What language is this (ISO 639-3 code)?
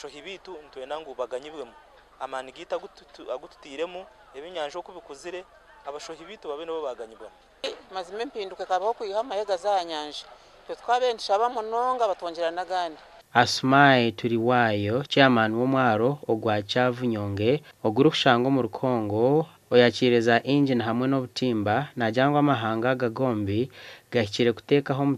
nyn